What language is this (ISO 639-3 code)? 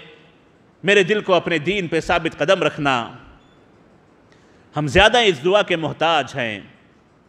urd